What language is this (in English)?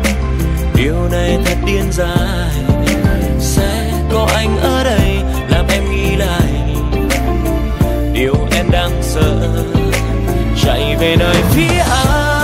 Vietnamese